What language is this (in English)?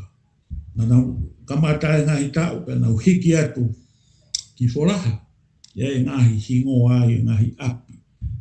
Tongan